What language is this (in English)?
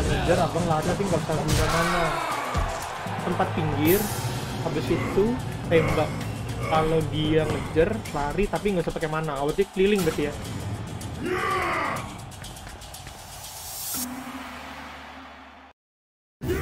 Indonesian